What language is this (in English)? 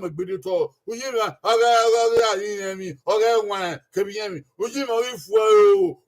Bini